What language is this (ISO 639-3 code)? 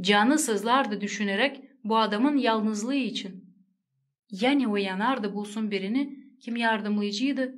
gag